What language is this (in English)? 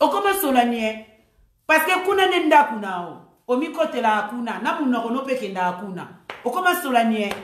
Lingala